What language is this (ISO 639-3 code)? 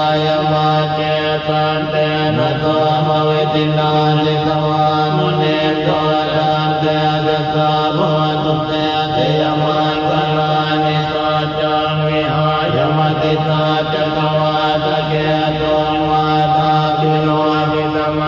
pli